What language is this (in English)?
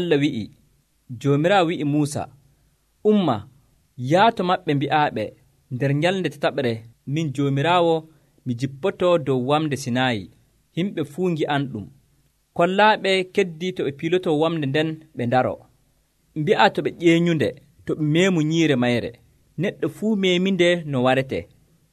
Nigerian Fulfulde